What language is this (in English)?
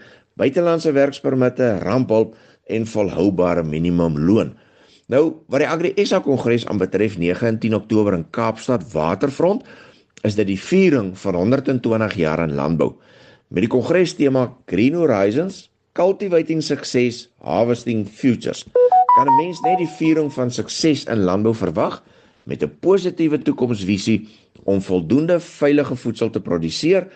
Afrikaans